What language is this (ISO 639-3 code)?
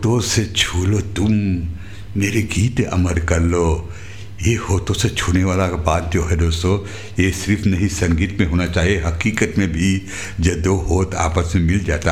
hin